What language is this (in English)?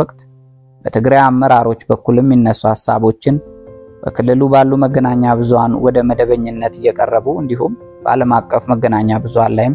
Amharic